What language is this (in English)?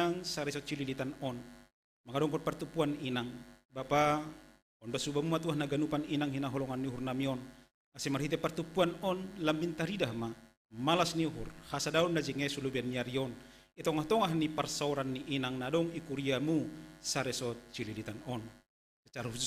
Batak Simalungun